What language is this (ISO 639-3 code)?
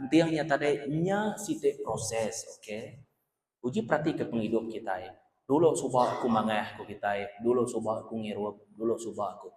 iba